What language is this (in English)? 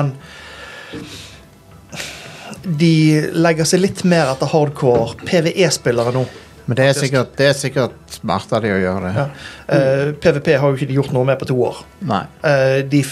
Norwegian